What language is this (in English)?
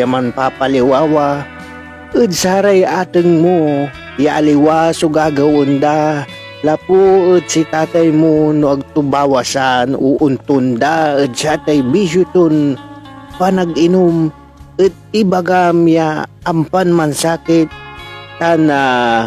Pangasinan